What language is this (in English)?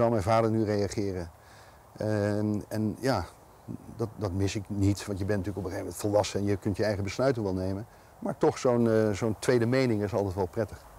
Dutch